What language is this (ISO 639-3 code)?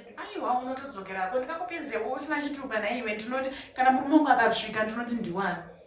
sna